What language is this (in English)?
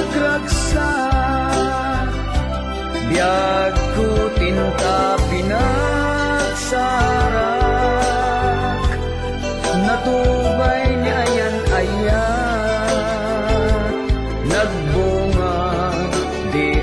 Iloko